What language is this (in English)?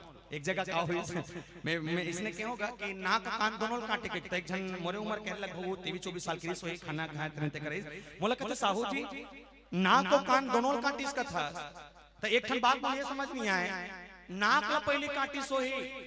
Chhattisgarhi